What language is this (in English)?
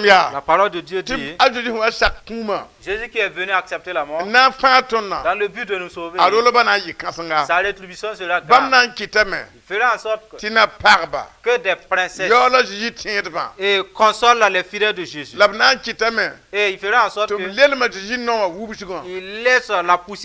Mossi